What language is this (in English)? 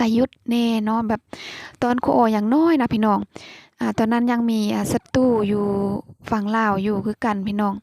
Lao